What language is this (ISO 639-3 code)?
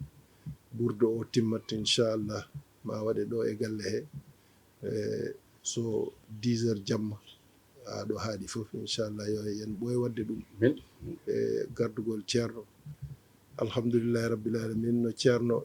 ful